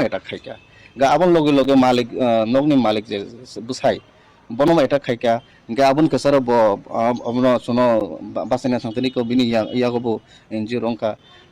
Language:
Kok Borok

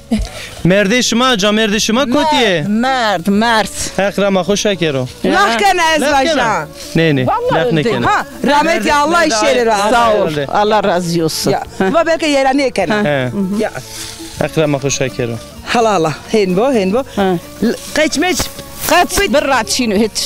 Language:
Zaza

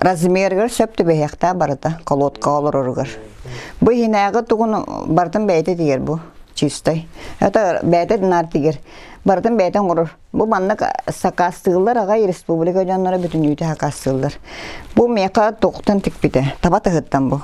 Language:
Yakut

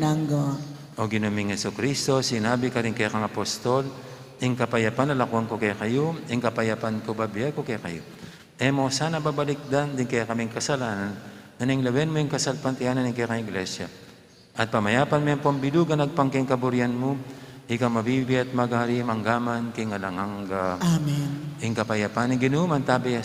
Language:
Pampanga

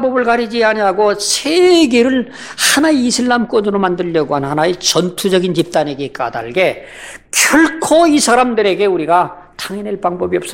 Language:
Korean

